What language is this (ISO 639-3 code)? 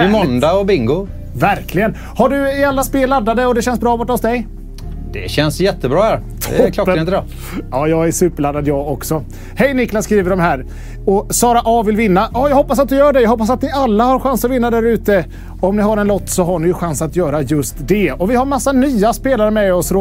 swe